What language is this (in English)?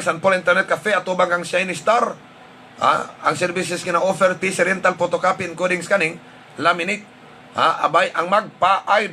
Hiligaynon